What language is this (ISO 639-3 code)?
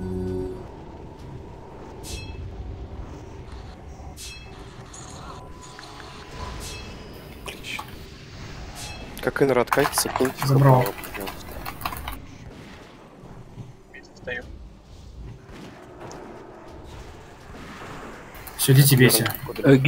rus